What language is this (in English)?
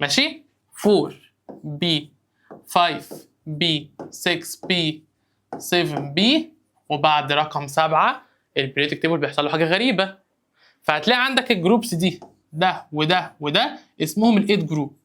Egyptian Arabic